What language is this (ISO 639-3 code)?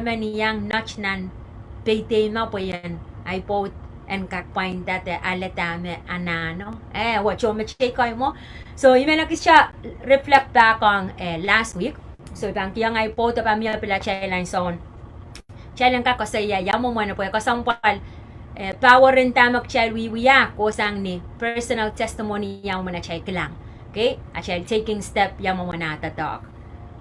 pon